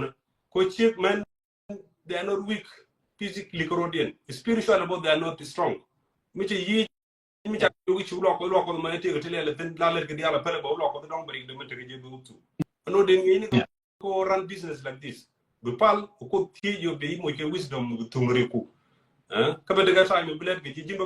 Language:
Nuer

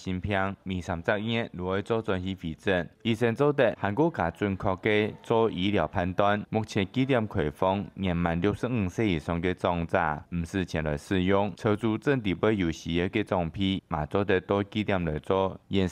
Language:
Hakka Chinese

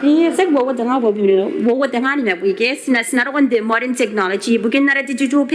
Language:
Gilbertese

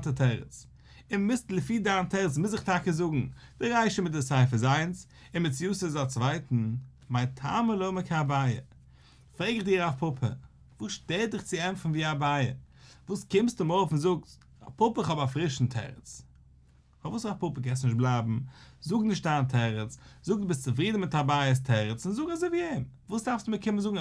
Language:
Yiddish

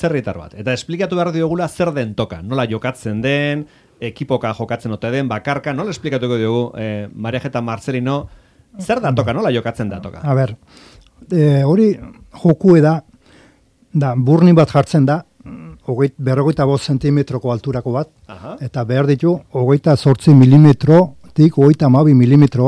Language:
Basque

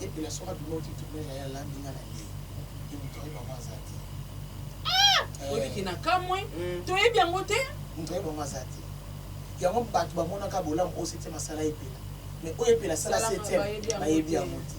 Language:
Lingala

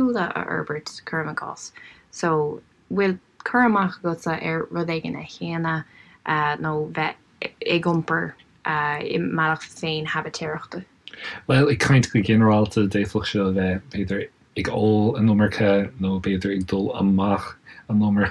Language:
Irish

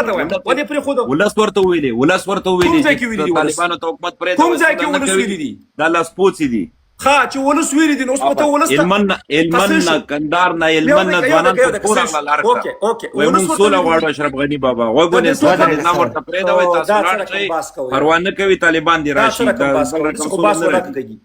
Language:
Pashto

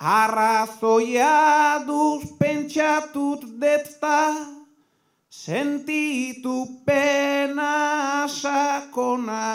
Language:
Basque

